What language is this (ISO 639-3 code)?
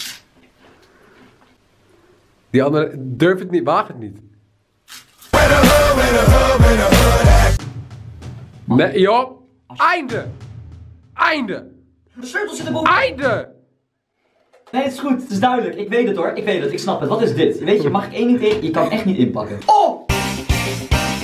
nld